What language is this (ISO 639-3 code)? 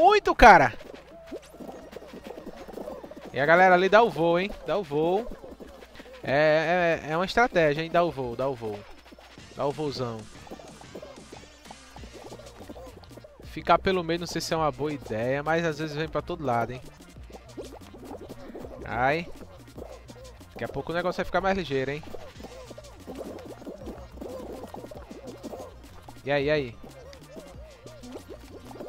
por